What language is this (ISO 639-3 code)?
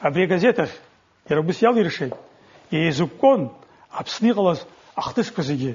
abk